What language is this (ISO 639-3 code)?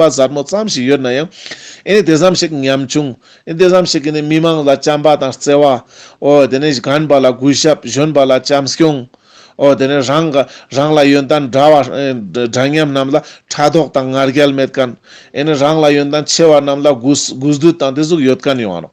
lbj